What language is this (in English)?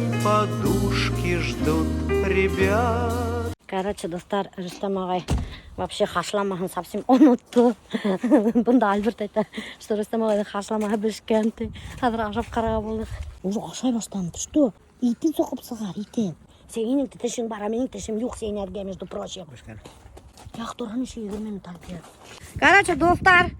Bashkir